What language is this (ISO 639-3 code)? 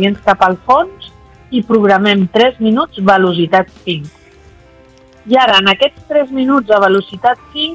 cat